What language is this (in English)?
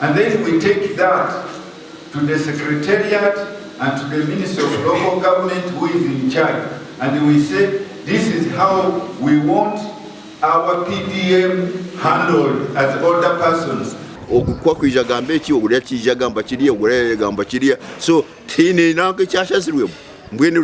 Nyankole